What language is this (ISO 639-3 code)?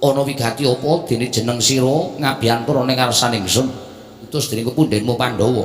jav